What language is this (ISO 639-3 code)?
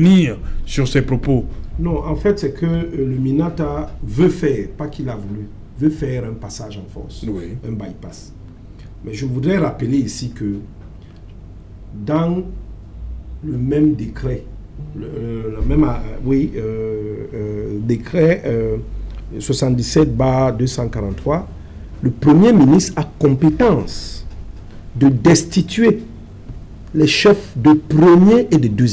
fra